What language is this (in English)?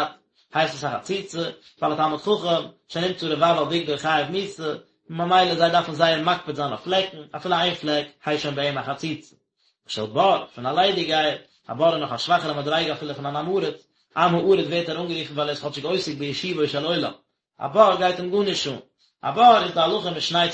Yiddish